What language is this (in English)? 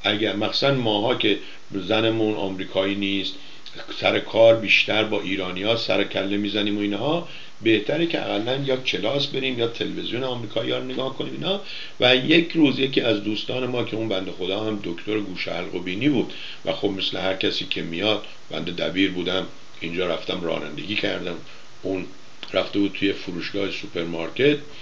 Persian